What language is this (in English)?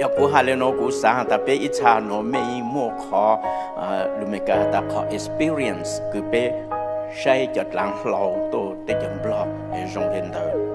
Hmong